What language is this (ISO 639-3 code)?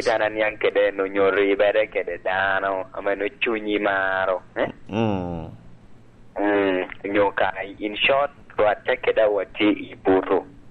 laj